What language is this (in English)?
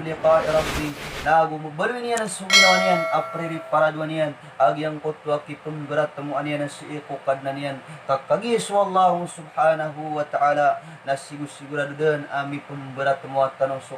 Maranao